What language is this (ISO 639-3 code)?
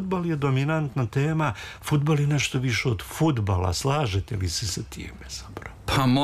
srp